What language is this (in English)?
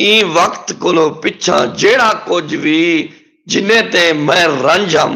Saraiki